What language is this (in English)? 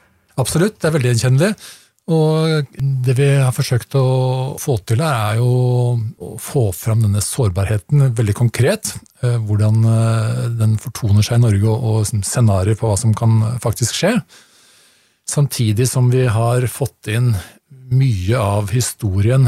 Norwegian